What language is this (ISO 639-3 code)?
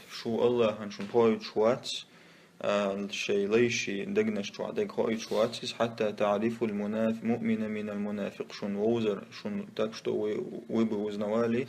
che